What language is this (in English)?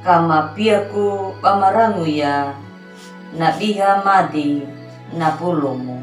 Anakalangu